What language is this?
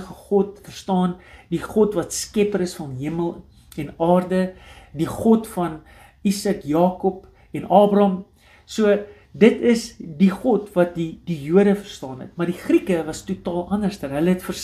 Afrikaans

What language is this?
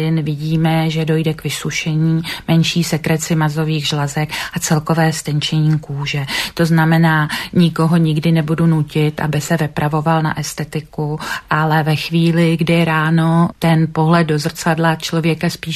Czech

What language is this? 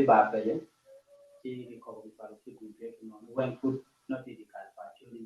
Acoli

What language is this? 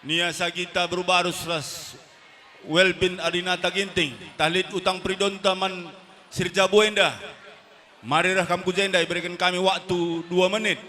Batak Karo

